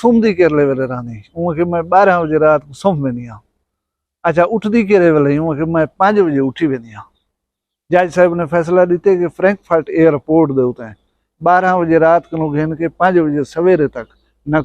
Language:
Saraiki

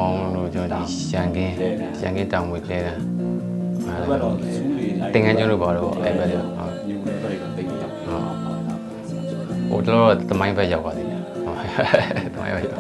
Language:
Burmese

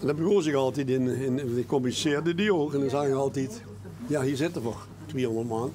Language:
Limburgish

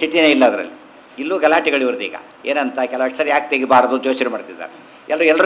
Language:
Kannada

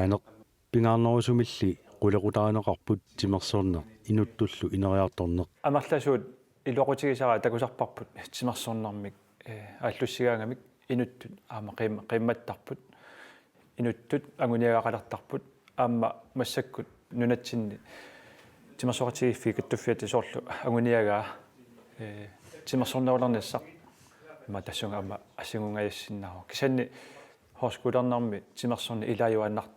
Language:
Kalaallisut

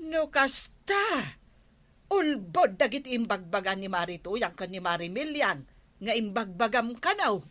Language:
Iloko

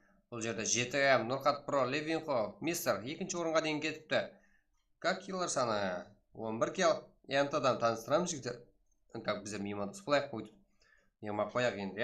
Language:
Kara-Kalpak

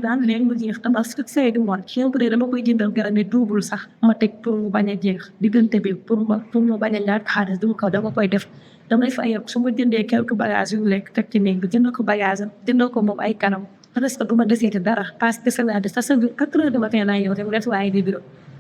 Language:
Wolof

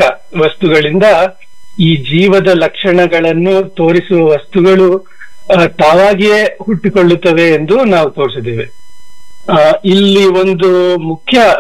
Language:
Kannada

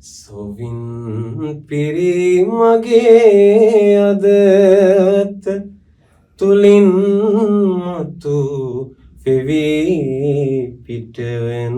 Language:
Sinhala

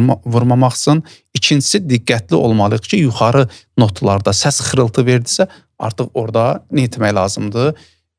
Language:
Azerbaijani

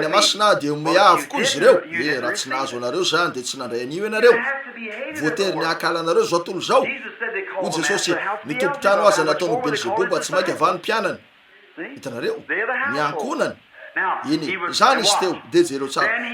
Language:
Malagasy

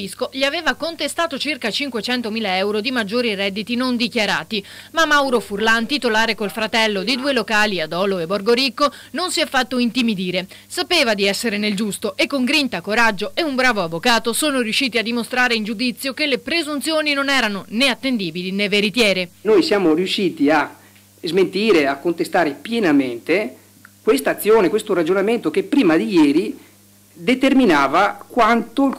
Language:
Italian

